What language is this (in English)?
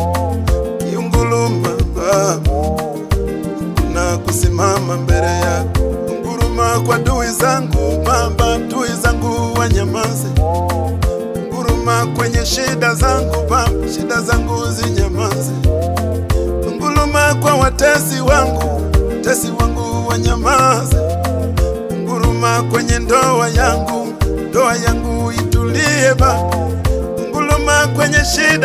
Swahili